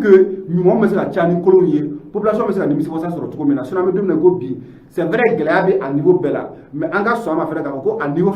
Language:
Bambara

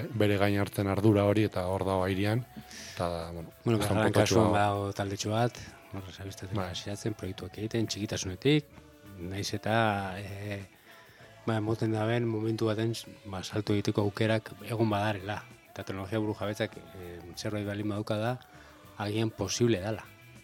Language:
Basque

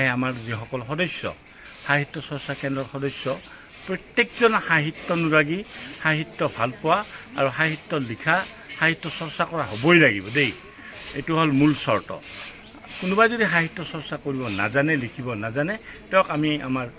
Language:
Assamese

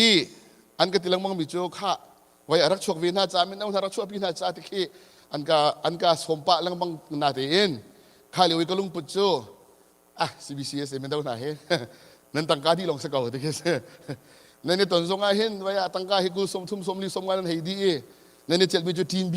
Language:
Hakha Chin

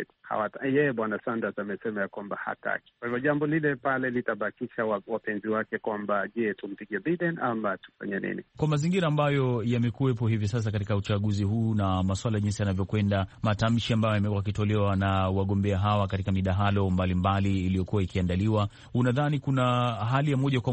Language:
Swahili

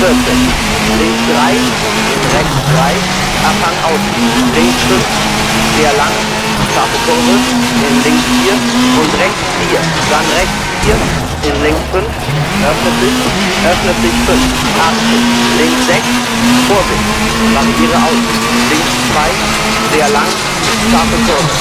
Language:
Bavarian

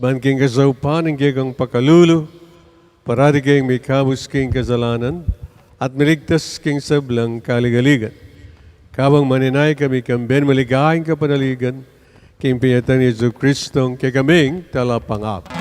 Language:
Pampanga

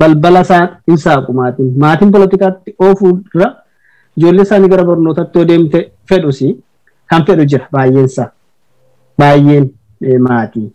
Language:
Oromo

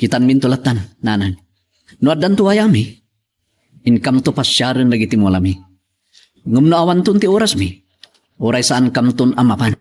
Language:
Iloko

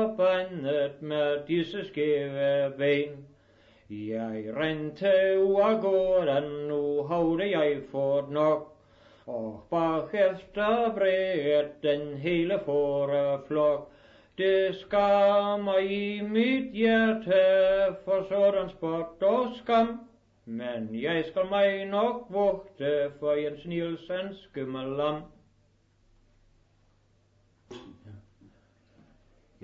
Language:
Danish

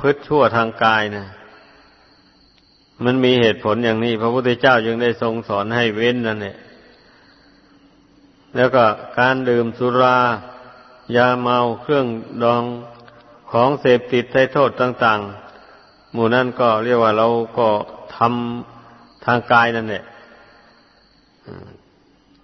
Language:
Thai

